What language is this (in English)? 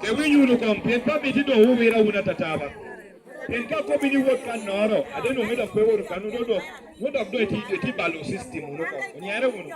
Lango (Uganda)